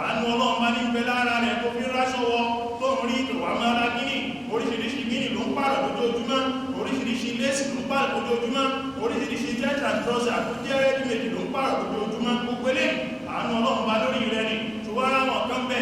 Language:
Yoruba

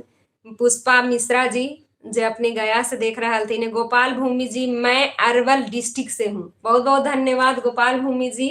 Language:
Magahi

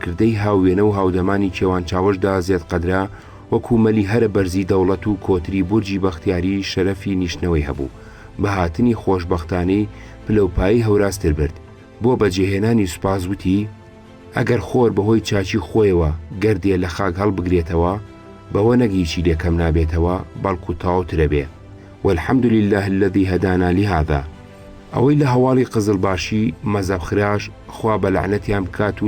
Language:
Central Kurdish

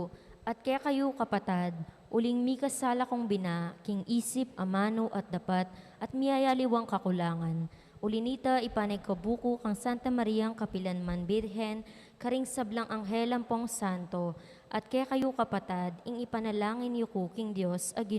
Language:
Pampanga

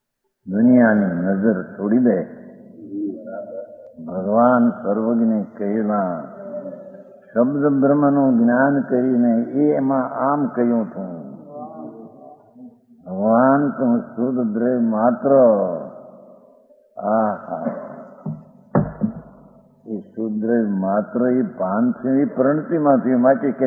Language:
Gujarati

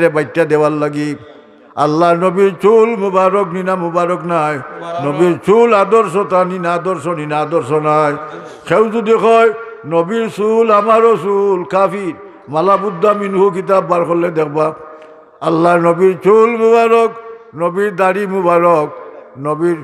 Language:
Sylheti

